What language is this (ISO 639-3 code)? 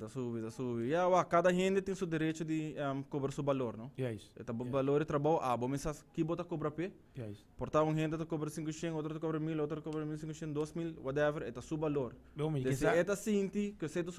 pap